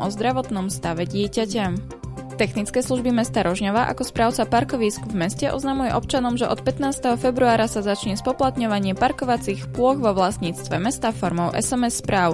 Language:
Slovak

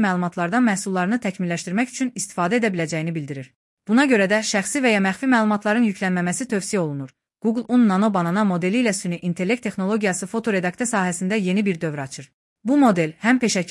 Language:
Azerbaijani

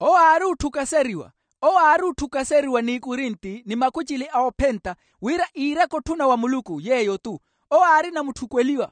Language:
Makhuwa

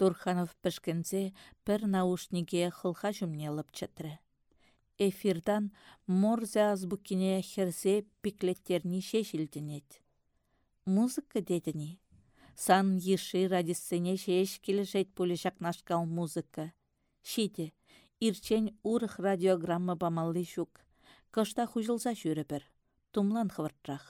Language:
Chuvash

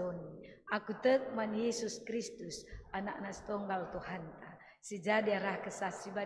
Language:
Batak Karo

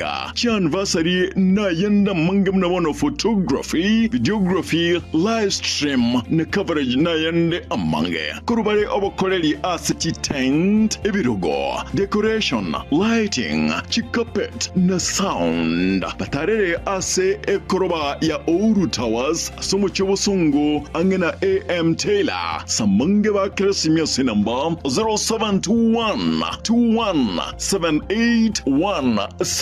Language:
Gusii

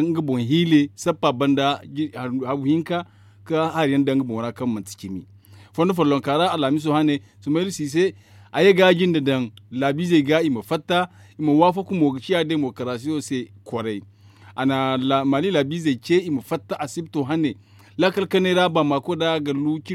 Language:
Zarma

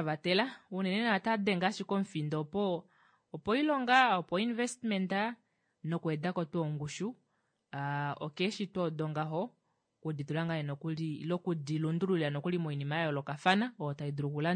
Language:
Kuanyama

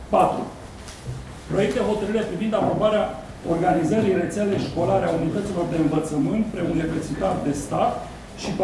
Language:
Romanian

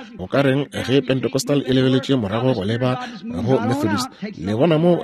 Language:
Northern Sotho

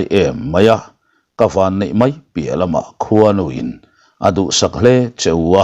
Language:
Mizo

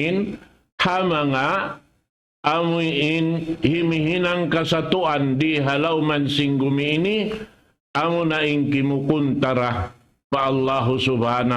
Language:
Tausug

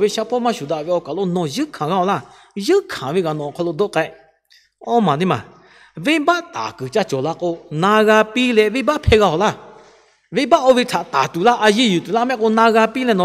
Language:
Lahu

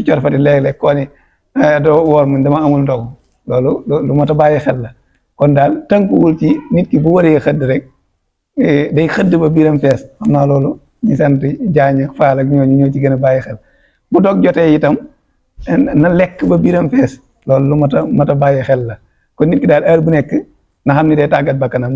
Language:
Wolof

